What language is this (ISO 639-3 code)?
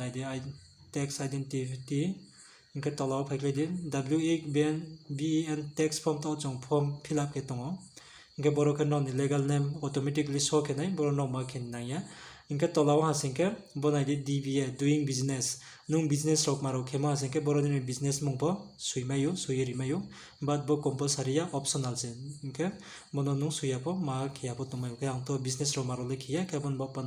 ria